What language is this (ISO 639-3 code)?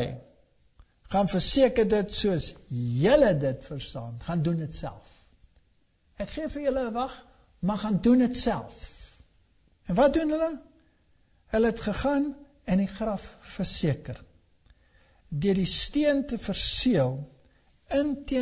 afr